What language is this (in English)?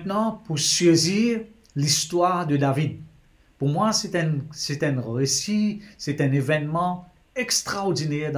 Morisyen